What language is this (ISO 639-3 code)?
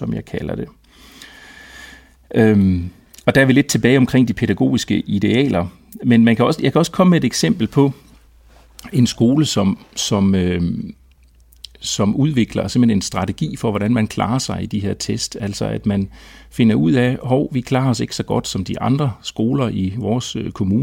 dan